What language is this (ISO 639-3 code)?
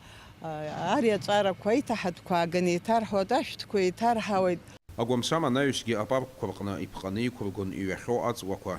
abk